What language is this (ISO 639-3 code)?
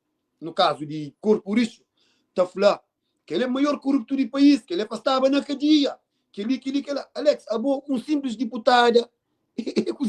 kea